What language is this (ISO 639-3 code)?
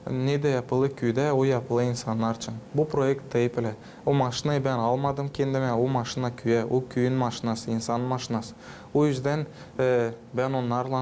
gag